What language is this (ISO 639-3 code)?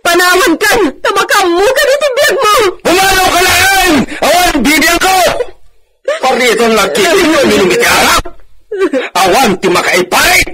ilo